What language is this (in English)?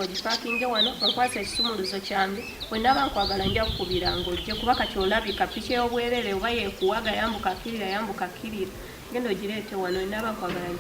Ganda